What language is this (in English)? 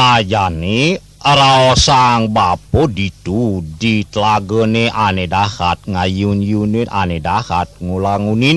Balinese